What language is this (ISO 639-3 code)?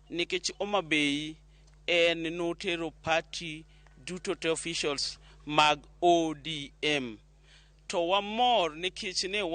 luo